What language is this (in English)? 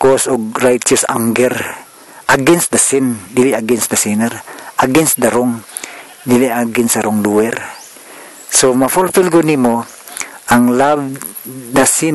Cebuano